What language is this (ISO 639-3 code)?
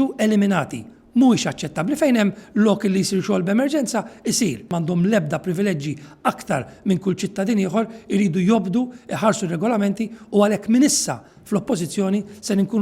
mlt